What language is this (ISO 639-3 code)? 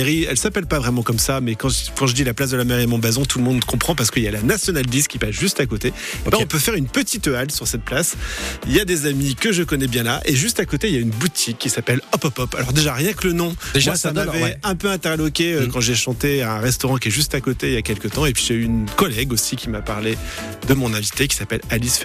fra